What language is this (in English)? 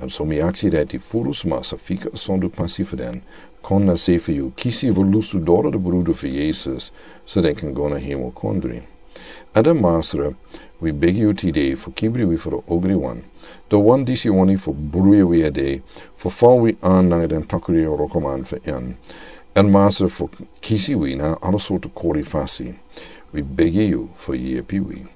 Sranan Tongo